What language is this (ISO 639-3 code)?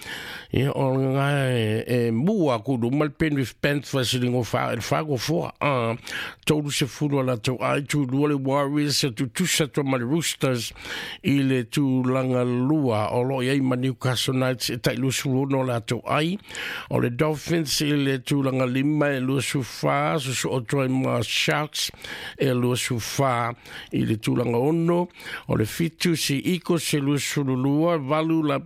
smo